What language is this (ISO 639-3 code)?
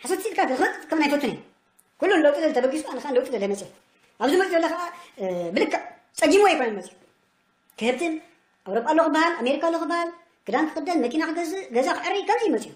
tir